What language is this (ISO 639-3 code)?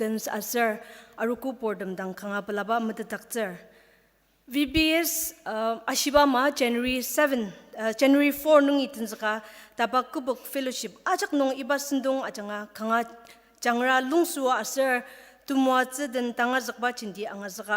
njo